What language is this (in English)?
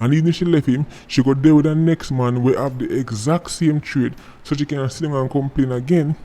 Jamaican Creole English